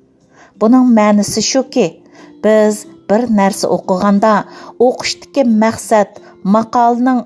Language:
Uyghur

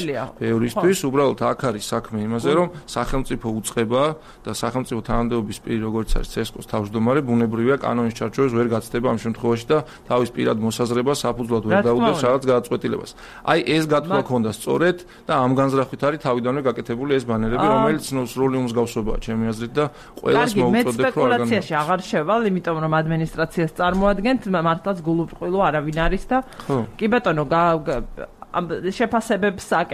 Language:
Georgian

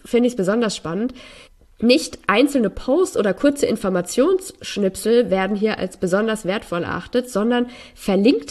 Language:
German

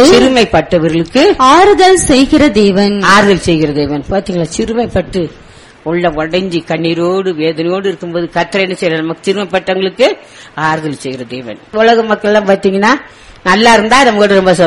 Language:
Tamil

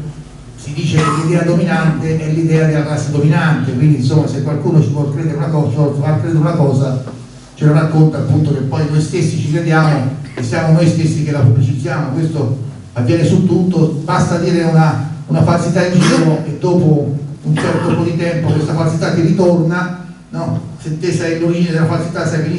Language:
Italian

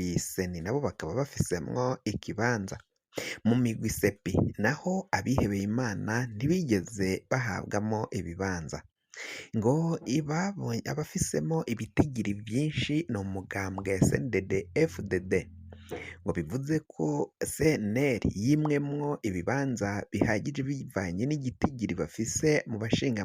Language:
Rundi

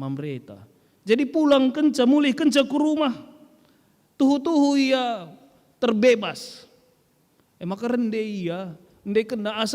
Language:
Batak Karo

